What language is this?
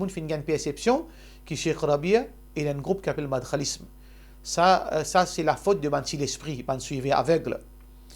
Morisyen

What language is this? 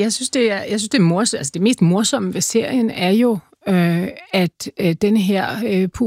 Danish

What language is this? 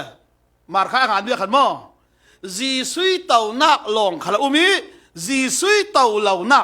Falam Chin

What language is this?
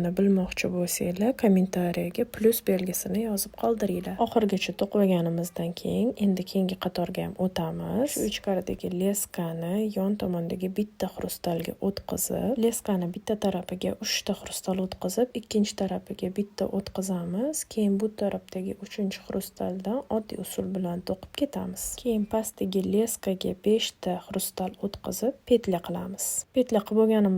Uzbek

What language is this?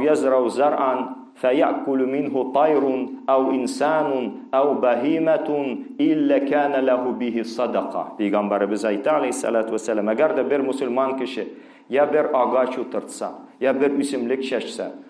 Tatar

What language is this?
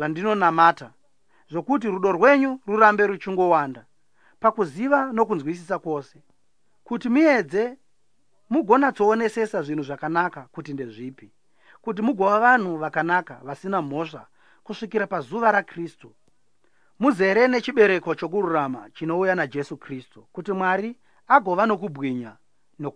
Shona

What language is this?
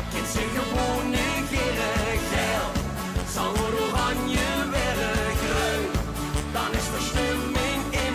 Limburgish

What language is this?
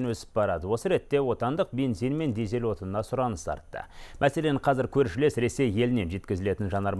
Kazakh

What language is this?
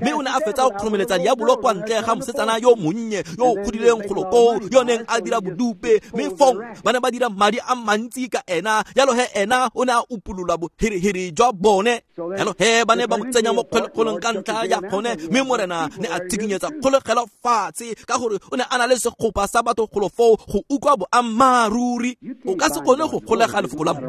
Tswana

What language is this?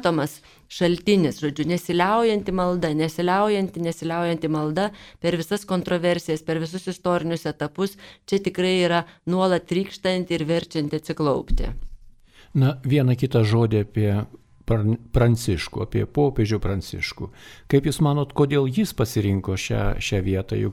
Lithuanian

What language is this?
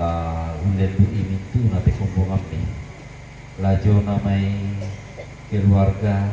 Toraja-Sa'dan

